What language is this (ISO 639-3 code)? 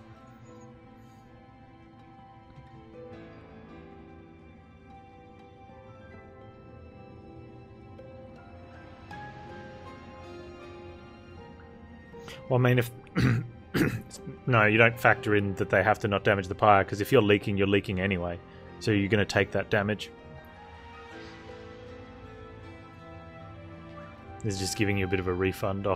eng